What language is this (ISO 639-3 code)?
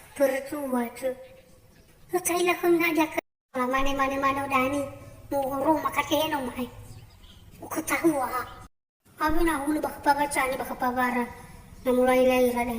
nia